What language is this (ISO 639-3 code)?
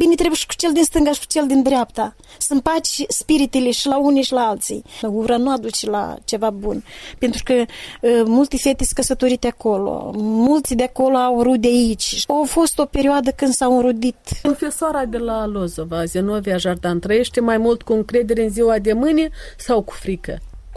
ron